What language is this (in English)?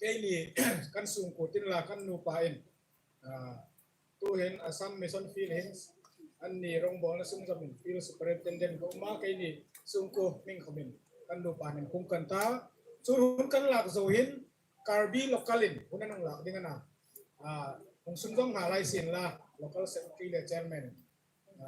Hmar